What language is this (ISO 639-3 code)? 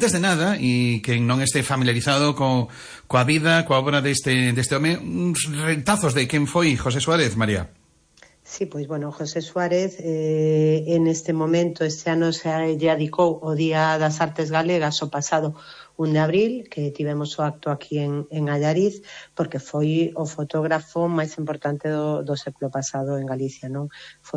glg